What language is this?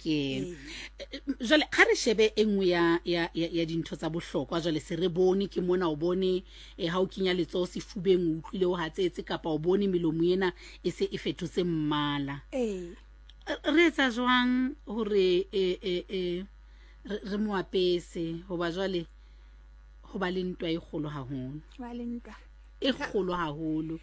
Southern Sotho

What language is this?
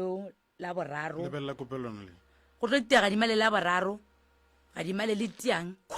Northern Sotho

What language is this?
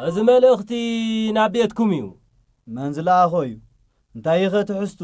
Tigrinya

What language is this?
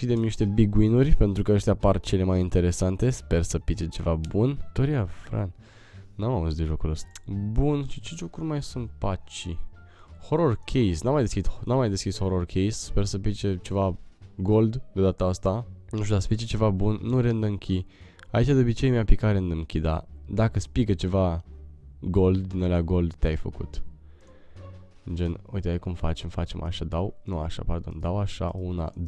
Romanian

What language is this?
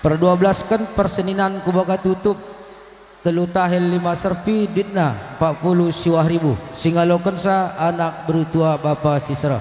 Batak Karo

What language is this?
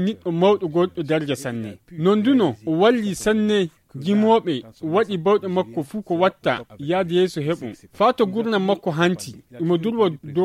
Nigerian Fulfulde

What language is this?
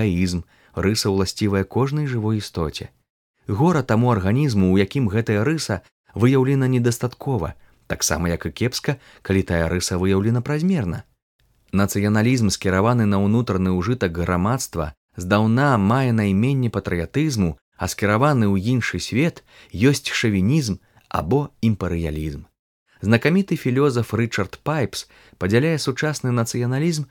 Belarusian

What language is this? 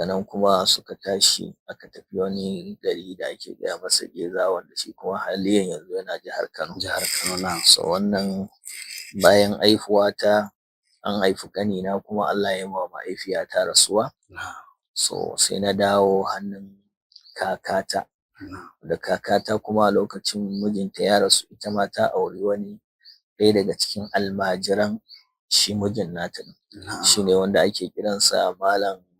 Hausa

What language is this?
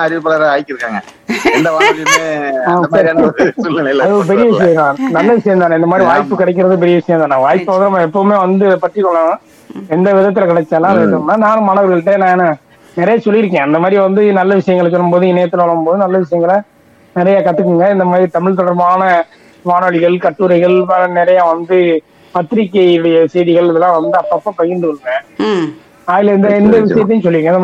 Tamil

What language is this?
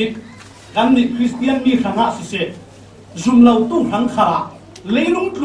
Falam Chin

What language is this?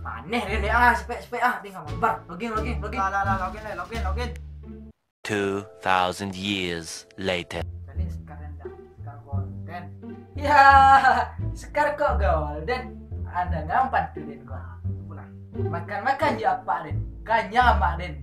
Minangkabau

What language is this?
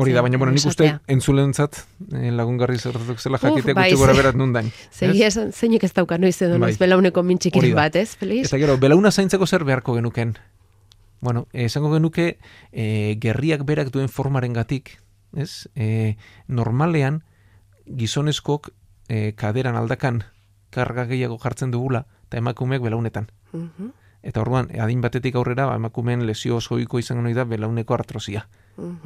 Basque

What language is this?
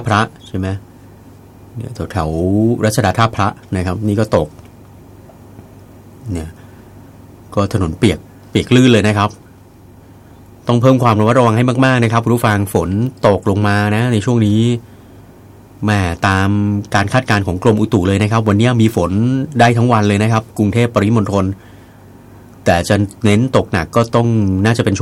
Thai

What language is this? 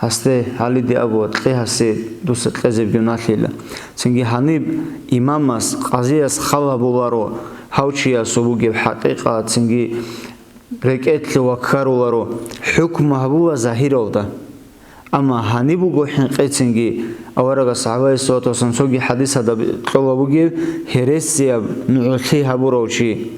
Avaric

